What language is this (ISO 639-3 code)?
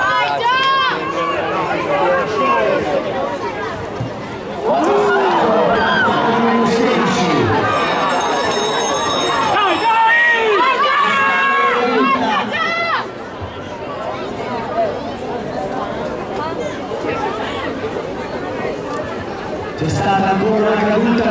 ita